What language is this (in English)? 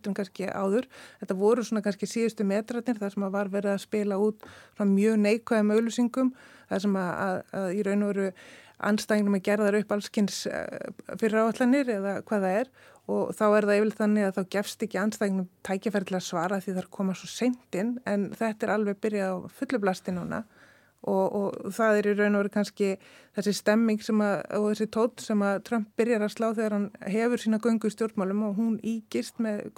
Icelandic